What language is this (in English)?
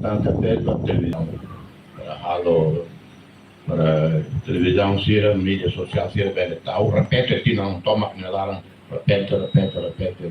Tetum